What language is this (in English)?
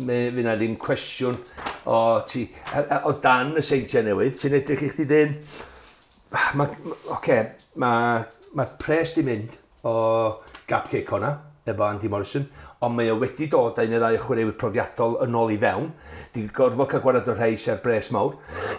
Welsh